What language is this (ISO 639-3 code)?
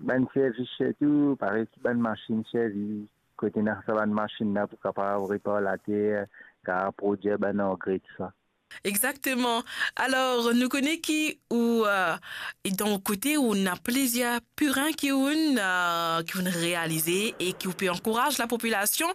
mfe